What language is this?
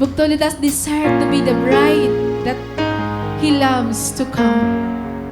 Waray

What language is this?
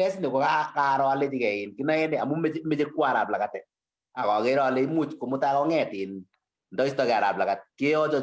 Kalenjin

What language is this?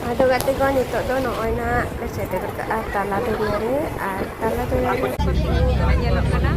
Santali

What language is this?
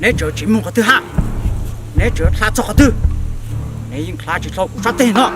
Hmong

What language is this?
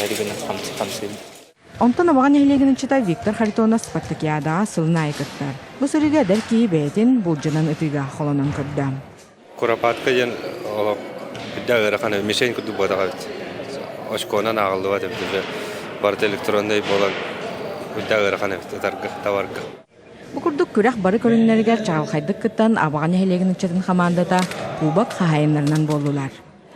Yakut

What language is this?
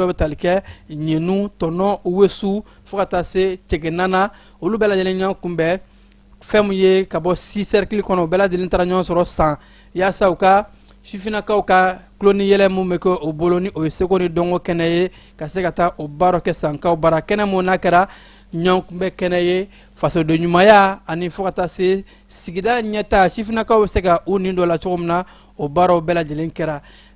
Bambara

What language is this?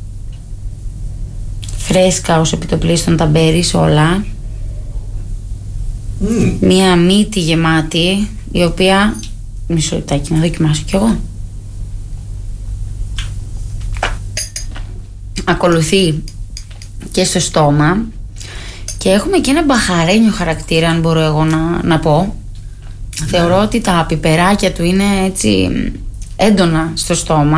Greek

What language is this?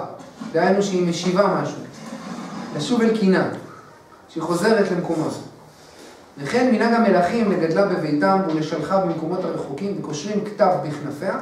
Hebrew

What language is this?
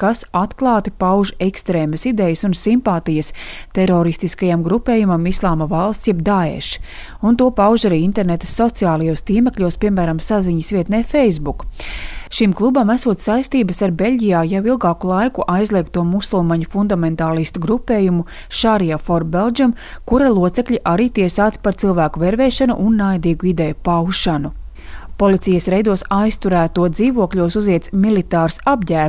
Latvian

